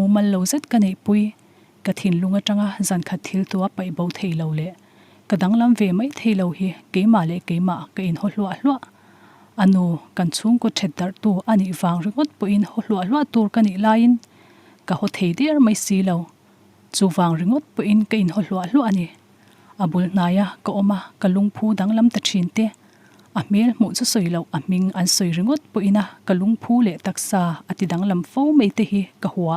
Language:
Mizo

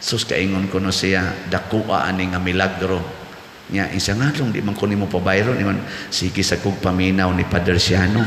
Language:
Cebuano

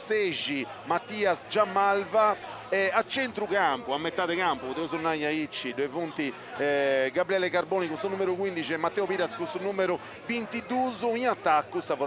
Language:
Sardinian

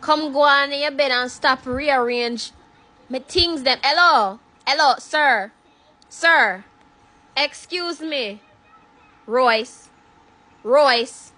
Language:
Jamaican Creole English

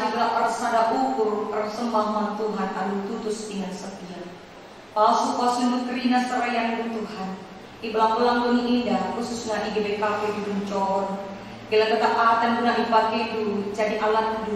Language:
Batak Karo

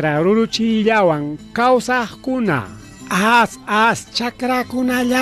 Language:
Ayacucho Quechua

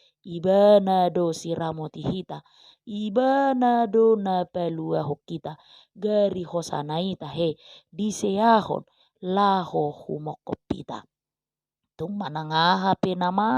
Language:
Batak Toba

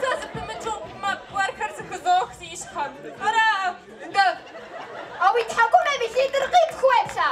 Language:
Kabardian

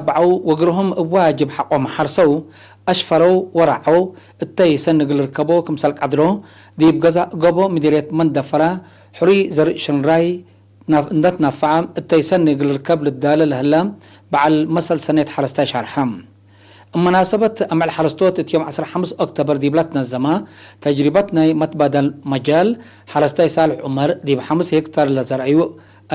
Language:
Tigre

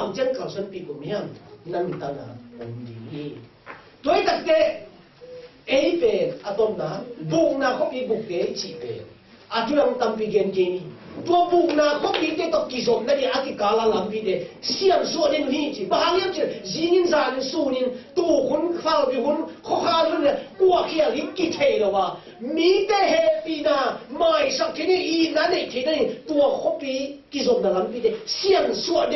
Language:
Tedim Chin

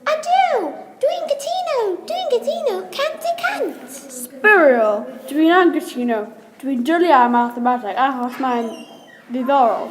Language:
Welsh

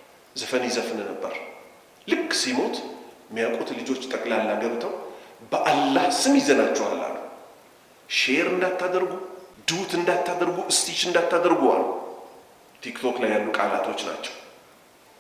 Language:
Amharic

